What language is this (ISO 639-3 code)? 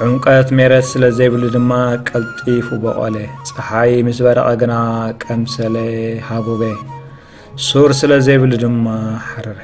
tir